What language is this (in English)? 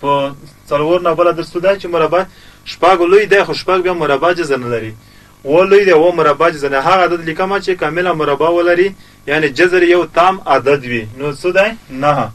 Pashto